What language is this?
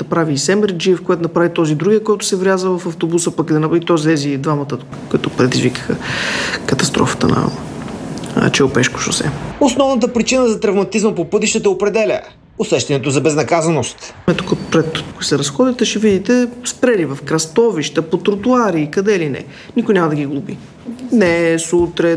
Bulgarian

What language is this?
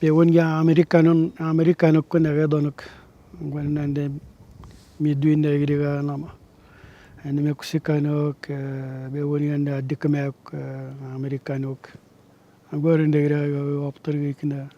Atikamekw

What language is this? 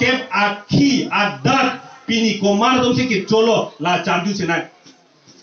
Karbi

